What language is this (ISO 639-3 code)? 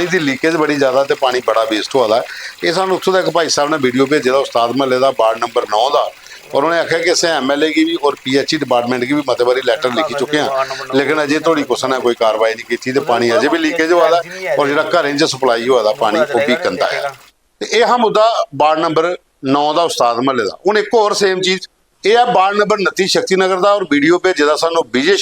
doi